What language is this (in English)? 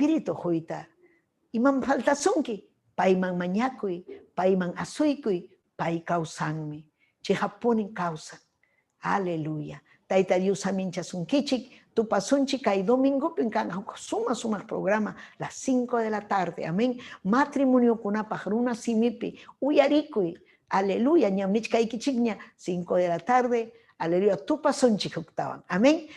Ayacucho Quechua